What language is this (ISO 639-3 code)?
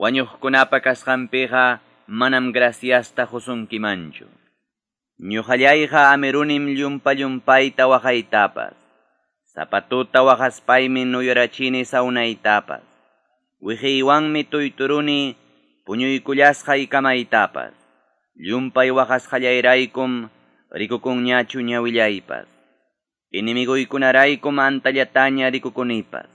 que